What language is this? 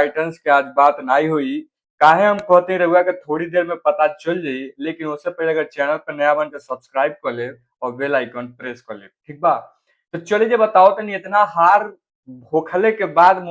Bhojpuri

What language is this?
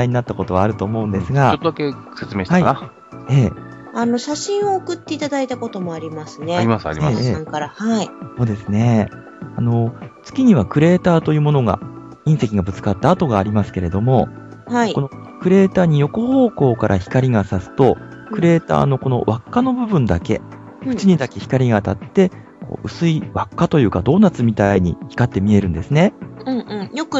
Japanese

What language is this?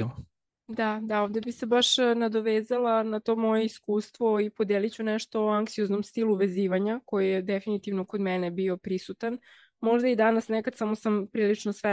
Serbian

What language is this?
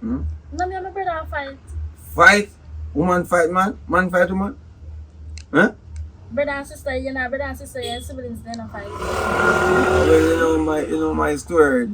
Jamaican Creole English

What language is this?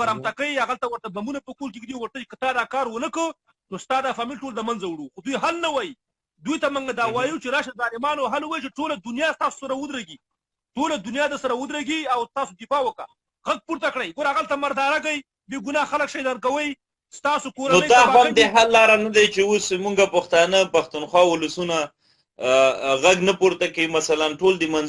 Pashto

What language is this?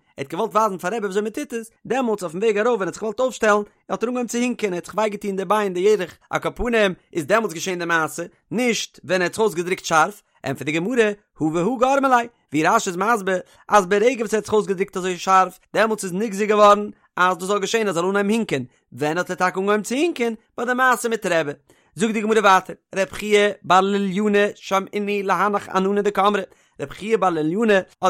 Yiddish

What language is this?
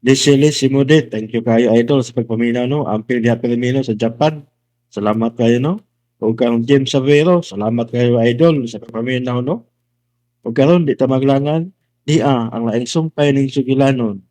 Cebuano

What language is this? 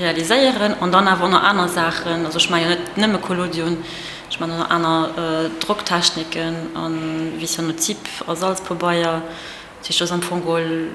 Luxembourgish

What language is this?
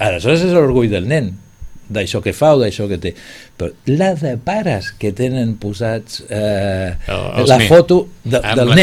Catalan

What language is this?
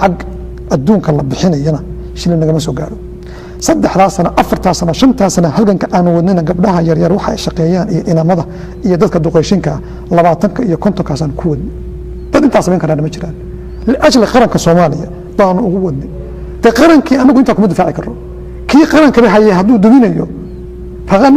Somali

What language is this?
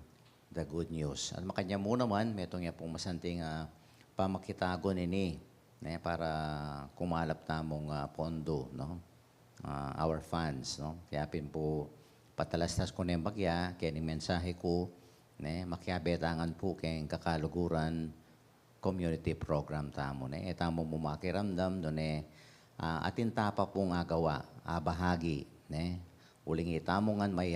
Pampanga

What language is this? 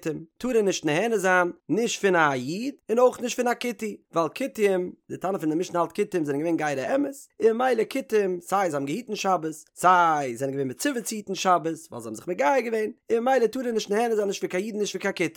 Yiddish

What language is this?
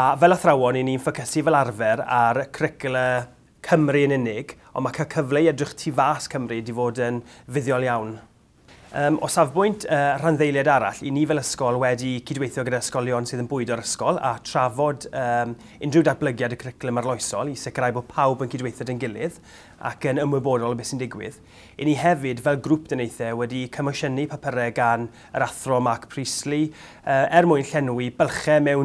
Welsh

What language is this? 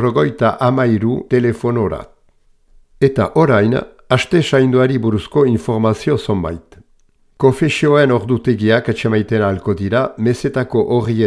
Basque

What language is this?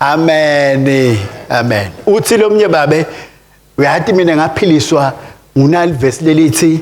Swati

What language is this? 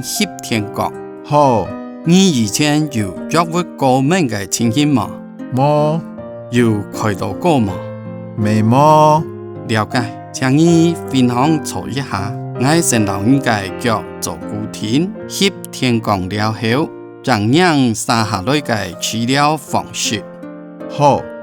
Hakka Chinese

